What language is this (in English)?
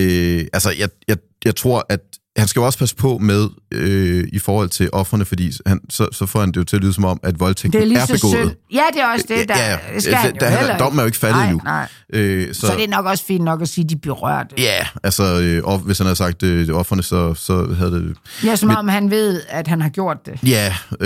Danish